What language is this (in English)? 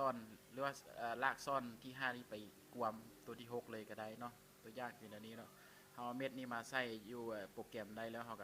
Lao